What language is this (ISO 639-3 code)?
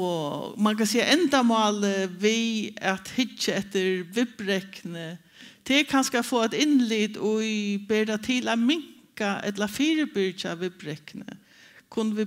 fao